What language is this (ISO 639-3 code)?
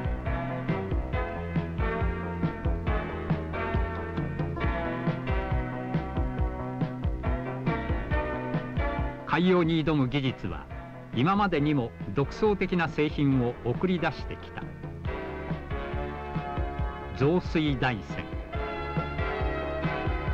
jpn